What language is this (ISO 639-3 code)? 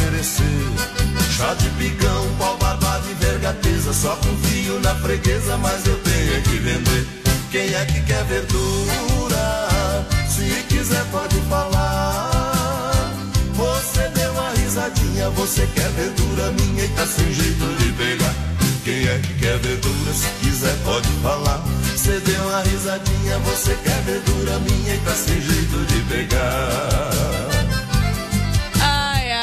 por